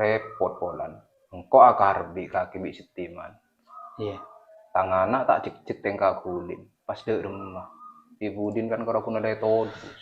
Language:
Madurese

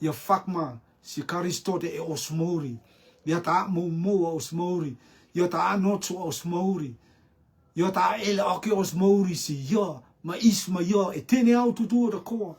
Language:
Rotuman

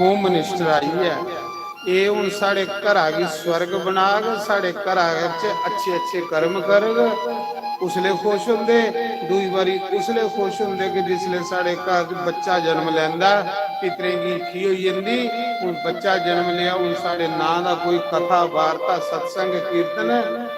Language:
Dogri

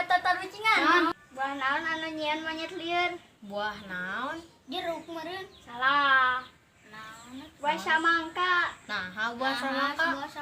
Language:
Sundanese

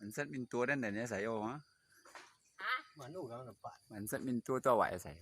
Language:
Minangkabau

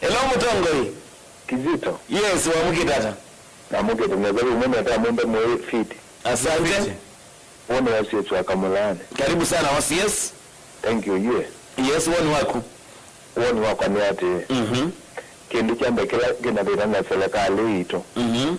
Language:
Kamba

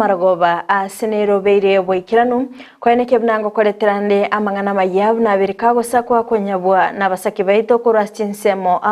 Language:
Gusii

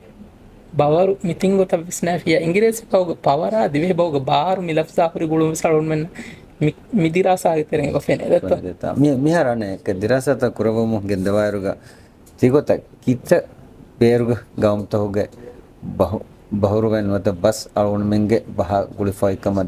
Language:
Divehi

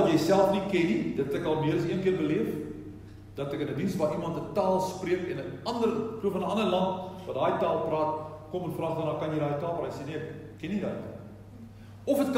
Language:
Afrikaans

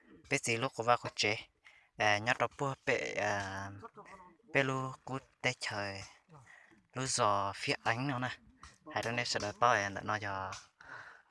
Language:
Hmong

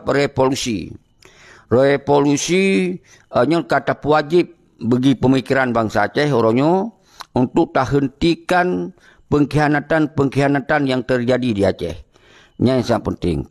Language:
Achinese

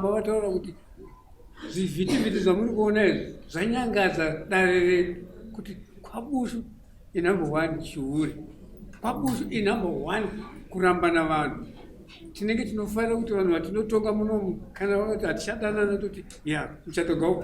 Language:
Shona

